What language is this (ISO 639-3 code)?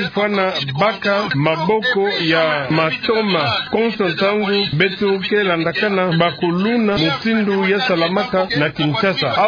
ktu